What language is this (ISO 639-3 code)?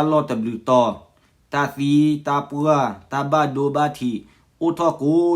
ksw